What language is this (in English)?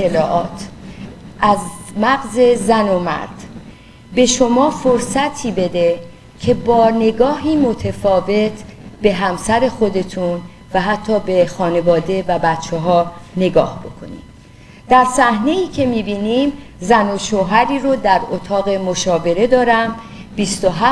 Persian